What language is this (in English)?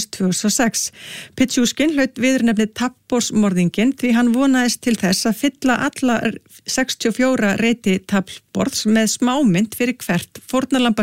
Icelandic